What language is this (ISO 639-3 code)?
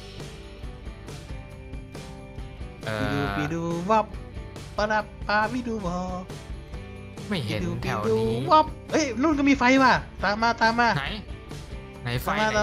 tha